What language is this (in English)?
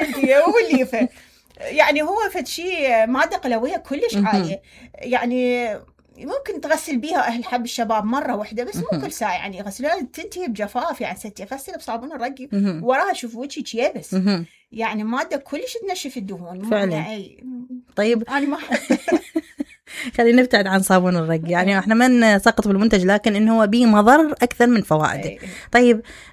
Mesopotamian Arabic